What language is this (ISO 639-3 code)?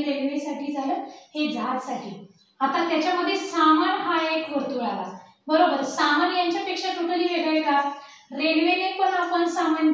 mar